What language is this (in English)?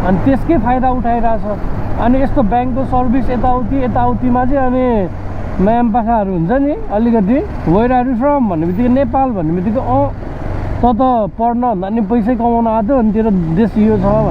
Nepali